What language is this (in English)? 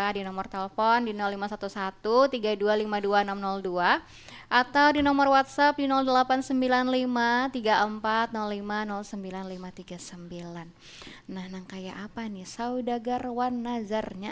Banjar